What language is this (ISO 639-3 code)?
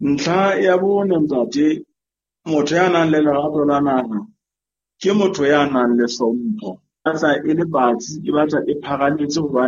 sot